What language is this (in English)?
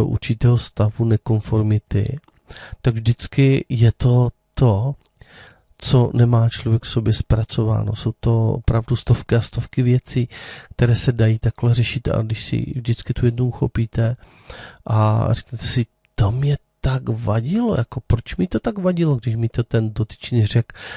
Czech